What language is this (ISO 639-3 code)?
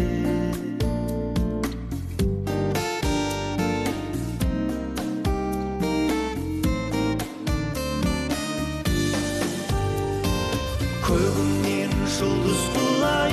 kaz